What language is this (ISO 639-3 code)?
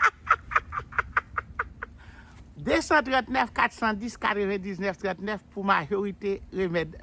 hat